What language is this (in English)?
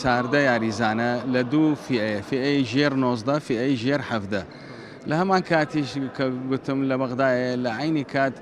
Central Kurdish